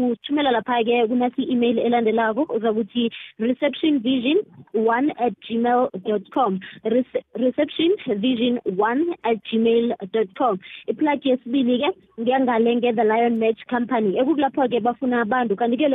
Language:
South Ndebele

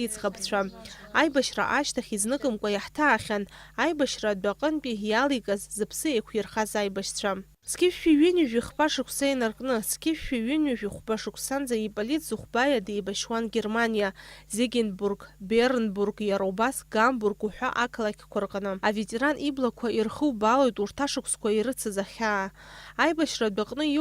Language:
Abkhazian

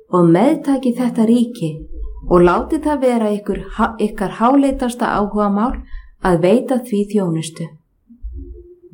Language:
Icelandic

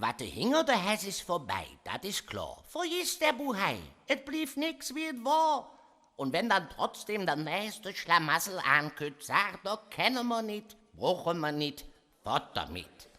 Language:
Colognian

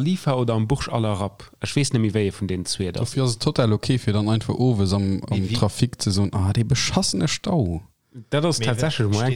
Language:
Luxembourgish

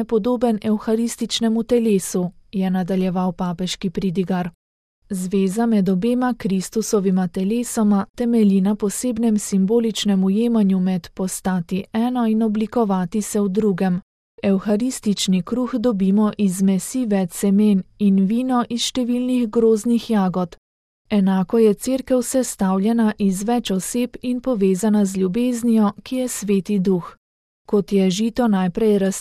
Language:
Slovenian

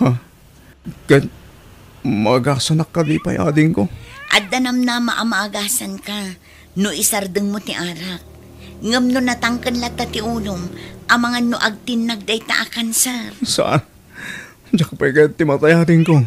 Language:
Iloko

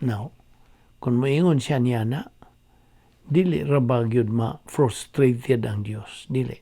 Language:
Cebuano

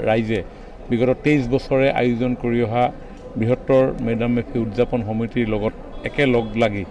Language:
Assamese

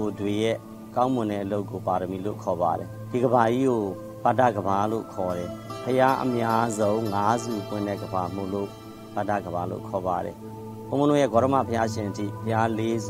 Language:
Burmese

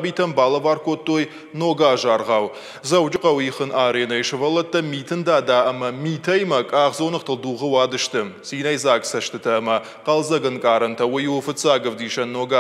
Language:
Ossetic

